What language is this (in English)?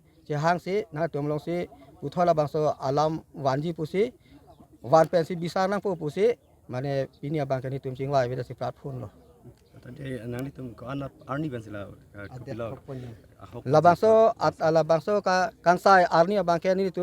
Karbi